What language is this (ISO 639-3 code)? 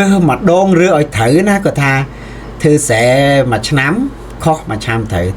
khm